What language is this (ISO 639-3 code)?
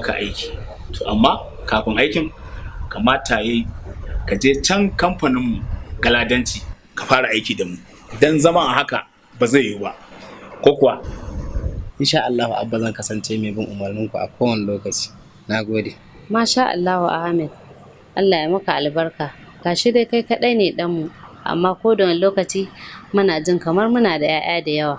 hau